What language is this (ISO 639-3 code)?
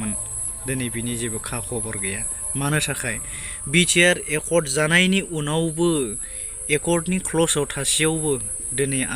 brx